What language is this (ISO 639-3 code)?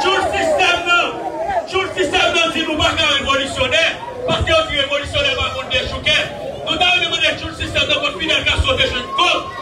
hat